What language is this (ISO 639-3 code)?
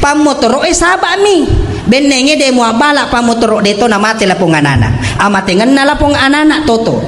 bug